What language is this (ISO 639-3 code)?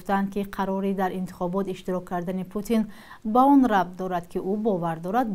tgk